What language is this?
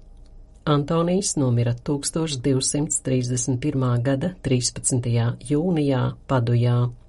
Latvian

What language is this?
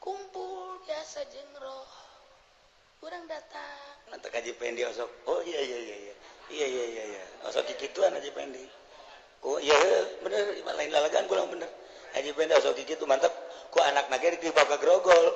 Sundanese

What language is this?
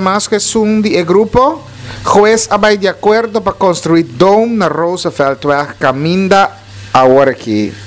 Papiamento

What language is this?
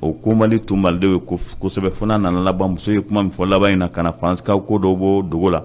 Bambara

